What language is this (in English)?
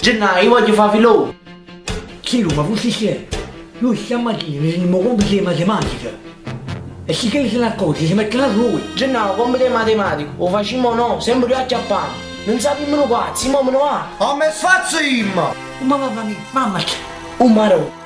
Neapolitan